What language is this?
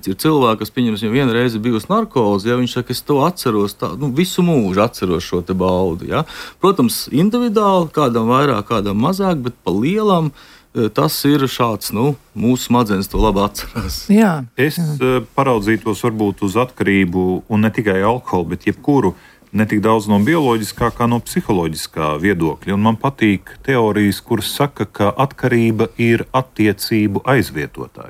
Latvian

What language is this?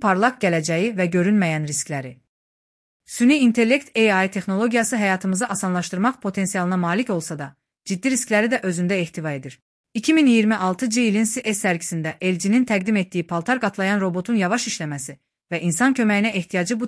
Azerbaijani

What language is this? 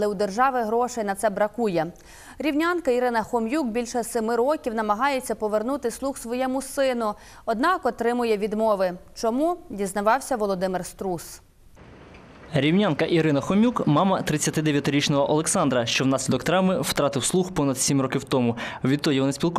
Ukrainian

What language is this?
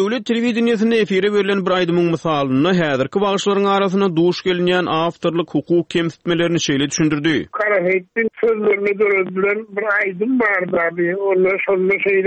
Turkmen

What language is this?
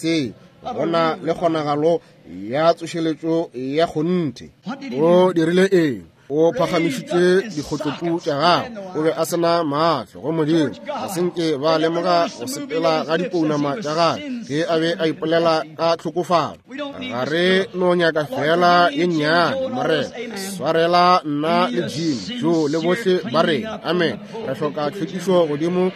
Northern Sotho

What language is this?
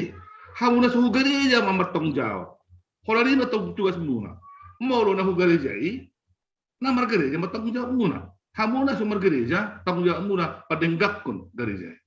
Batak Simalungun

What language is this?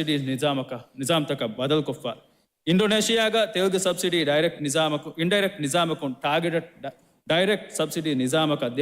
Divehi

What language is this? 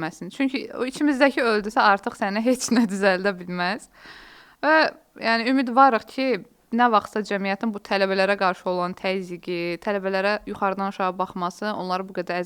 Azerbaijani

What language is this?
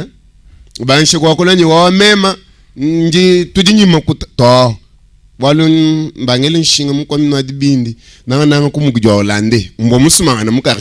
Luba-Lulua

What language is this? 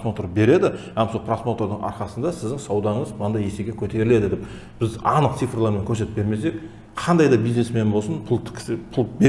Kara-Kalpak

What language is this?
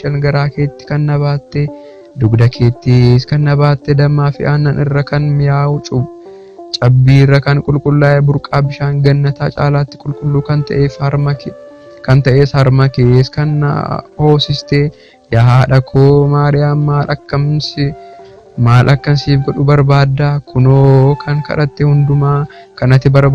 Oromo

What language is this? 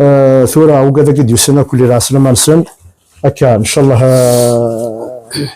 Kabyle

